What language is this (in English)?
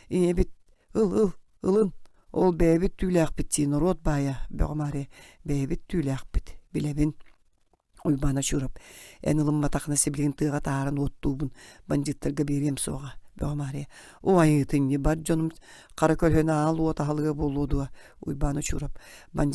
Yakut